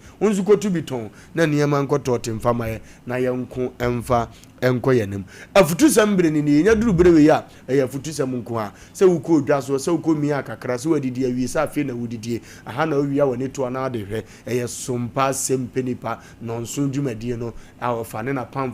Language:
Akan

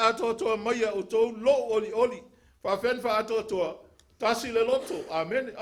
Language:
Samoan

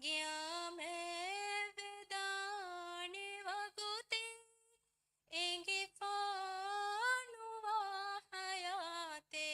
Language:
Divehi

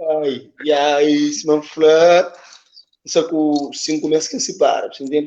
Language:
Kabuverdianu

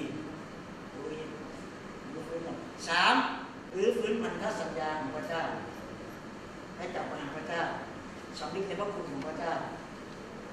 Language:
Thai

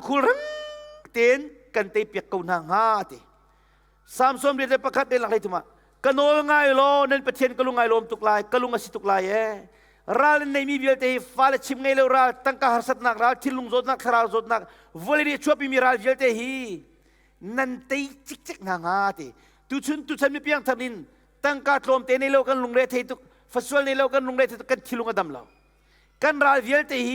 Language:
Hakha Chin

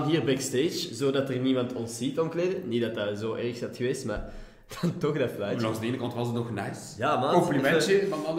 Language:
Dutch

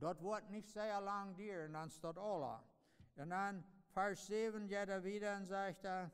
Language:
Plautdietsch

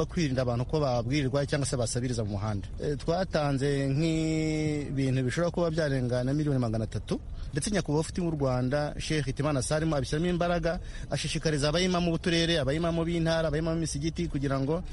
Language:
Kinyarwanda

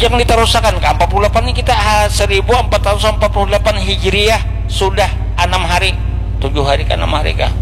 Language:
Banjar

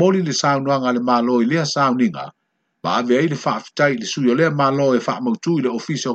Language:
Samoan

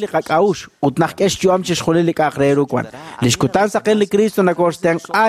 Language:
Kekchí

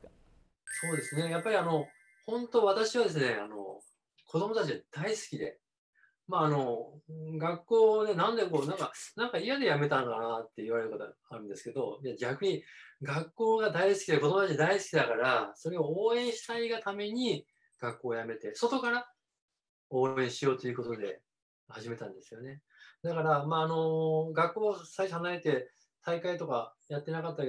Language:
Japanese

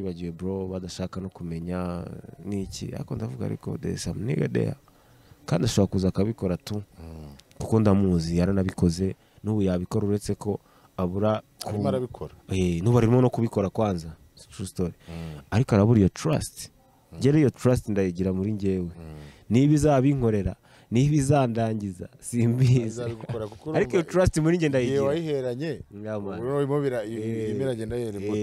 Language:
Kinyarwanda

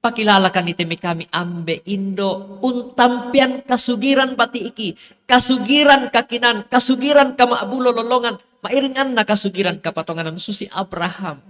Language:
Toraja-Sa'dan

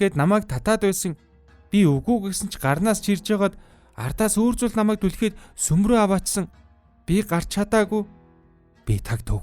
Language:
Mongolian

